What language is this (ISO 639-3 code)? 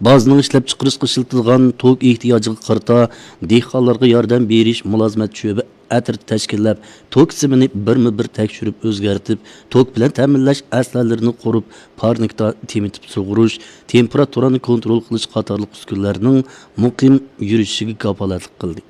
uig